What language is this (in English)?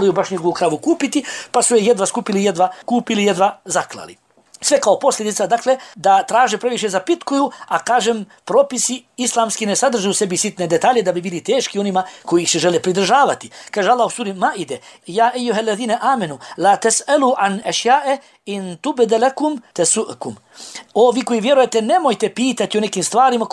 Bosnian